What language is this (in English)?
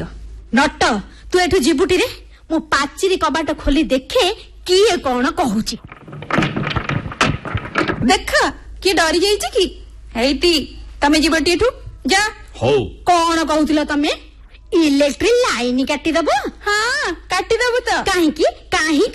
Odia